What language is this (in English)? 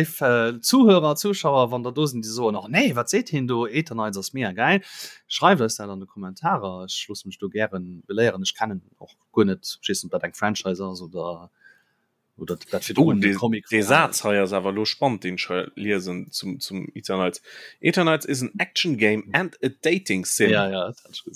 Luxembourgish